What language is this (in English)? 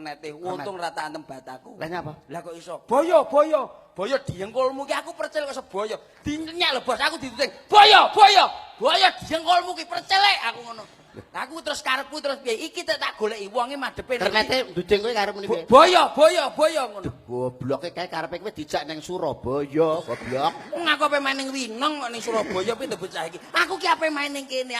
Javanese